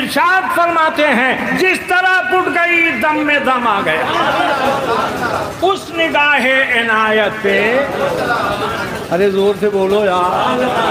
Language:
Urdu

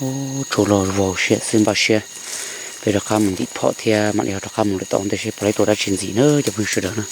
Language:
Hmong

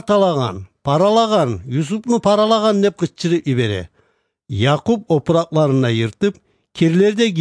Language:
Kumyk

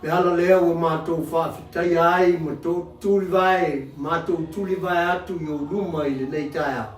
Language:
Samoan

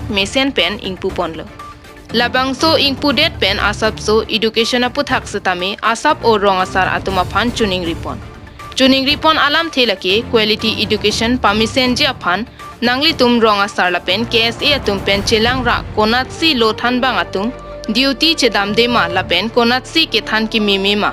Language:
Karbi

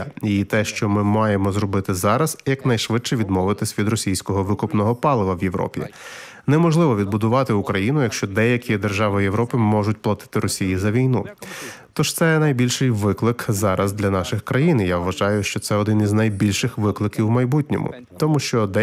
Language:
Ukrainian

